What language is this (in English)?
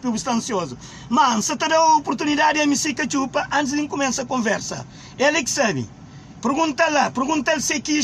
Kabuverdianu